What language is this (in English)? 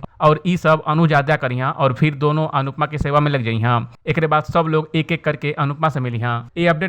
Bhojpuri